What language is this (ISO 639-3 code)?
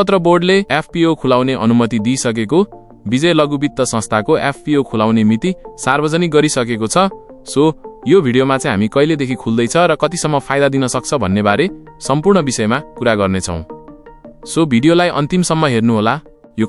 nep